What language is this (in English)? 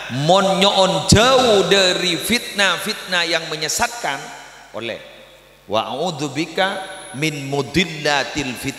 Madurese